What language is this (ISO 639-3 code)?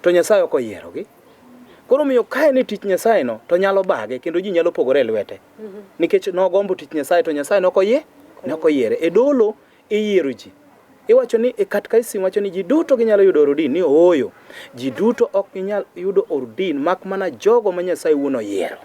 luo